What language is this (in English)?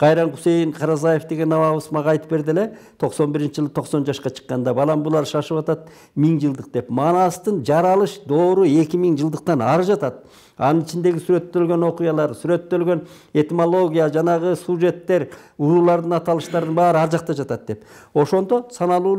Kyrgyz